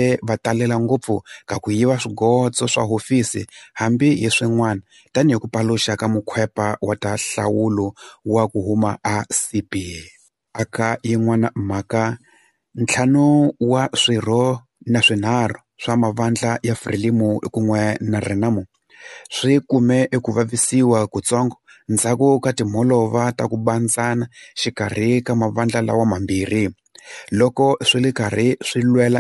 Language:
Tsonga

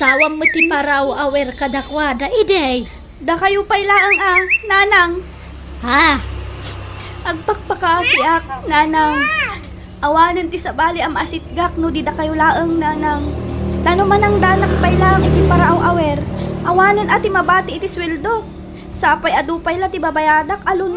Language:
Iloko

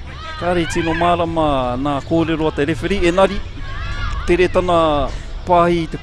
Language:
Māori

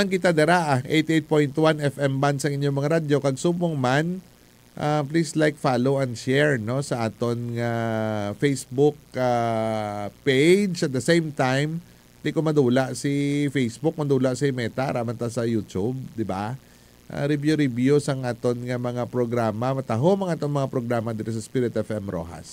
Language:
Hiligaynon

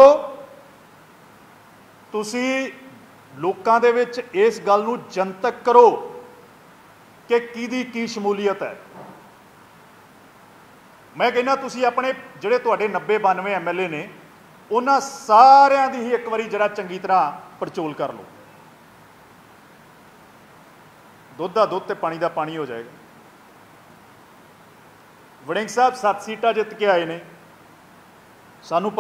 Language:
Punjabi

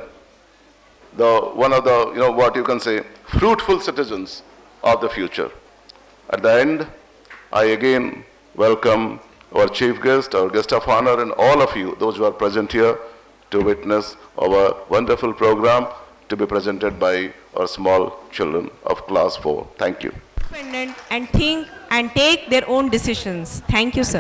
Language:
English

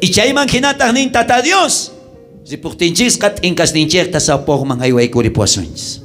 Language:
South Bolivian Quechua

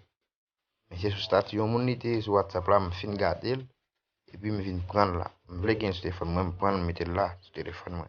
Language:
Haitian Creole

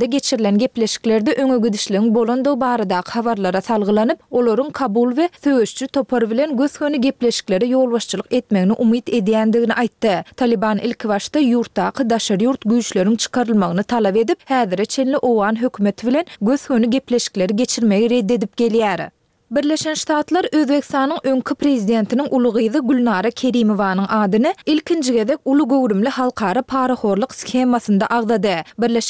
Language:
Turkmen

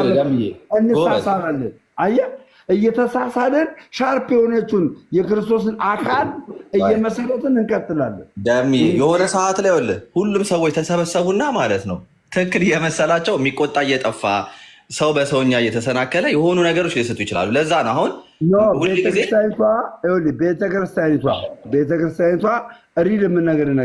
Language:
Amharic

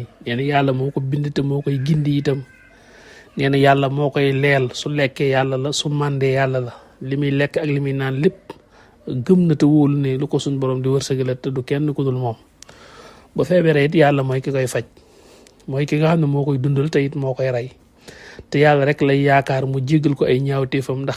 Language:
Wolof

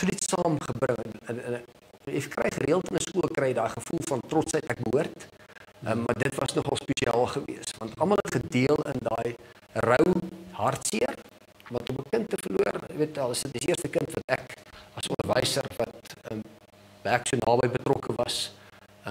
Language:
Afrikaans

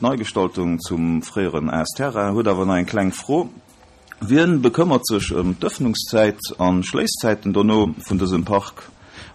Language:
Luxembourgish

